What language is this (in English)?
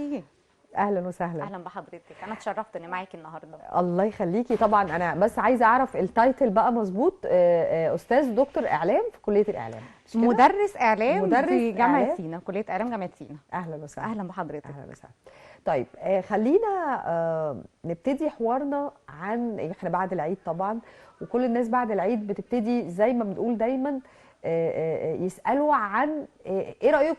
Egyptian Arabic